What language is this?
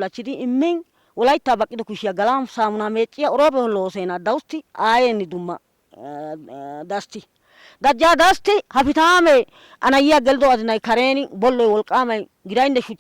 Wolaytta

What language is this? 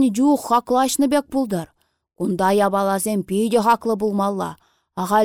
Chuvash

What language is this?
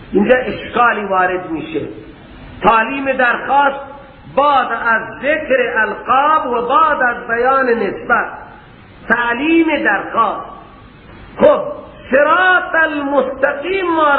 Persian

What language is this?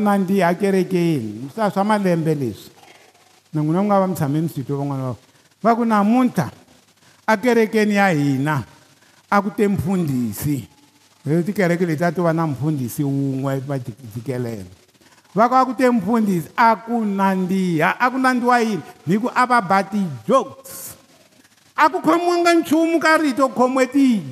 Tsonga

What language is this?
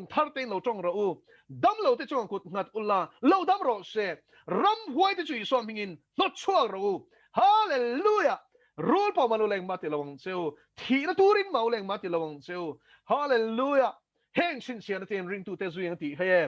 Mizo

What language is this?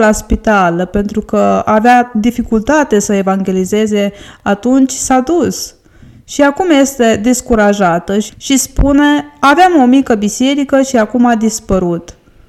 Romanian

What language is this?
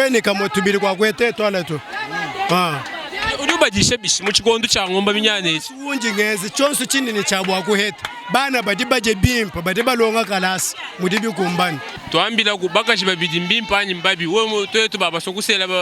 Luba-Lulua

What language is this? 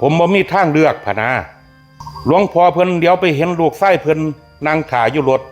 Northeastern Thai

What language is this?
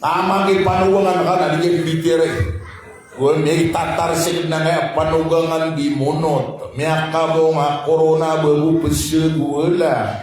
Maranao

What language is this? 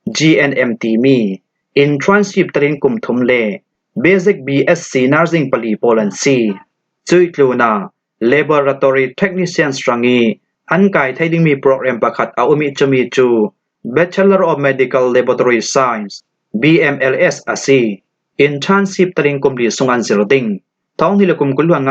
Falam Chin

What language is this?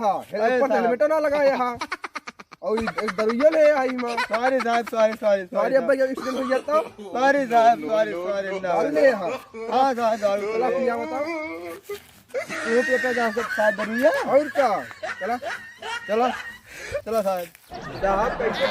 Awadhi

